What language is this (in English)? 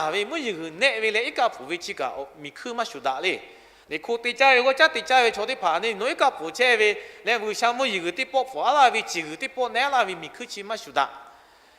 Lahu